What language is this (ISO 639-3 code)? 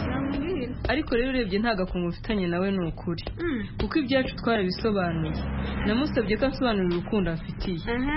kin